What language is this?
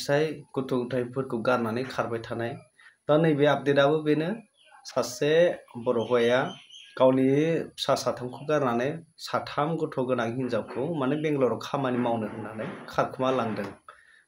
Bodo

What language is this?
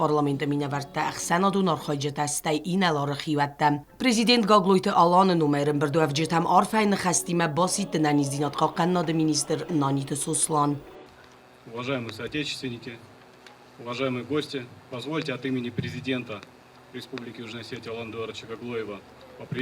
Ossetic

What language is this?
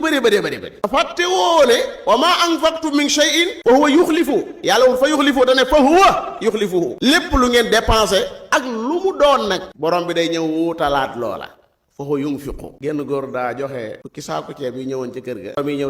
Wolof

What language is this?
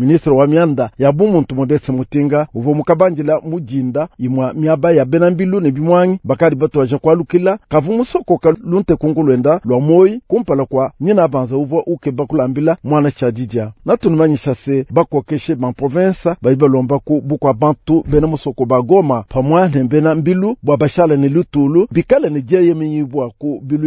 Luba-Lulua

